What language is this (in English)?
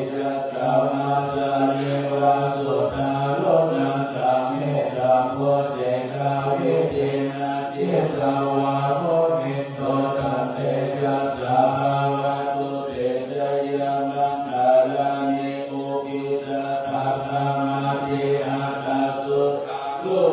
Pali